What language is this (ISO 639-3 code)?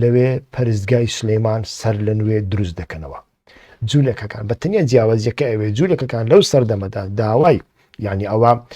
ckb